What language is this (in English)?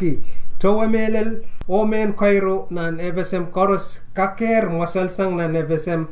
Pohnpeian